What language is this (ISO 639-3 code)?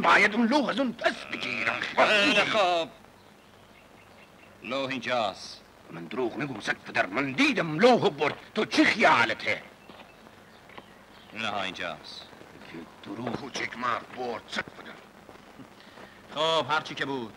fas